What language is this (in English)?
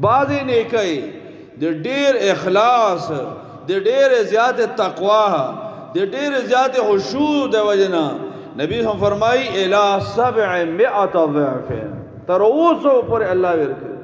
Pashto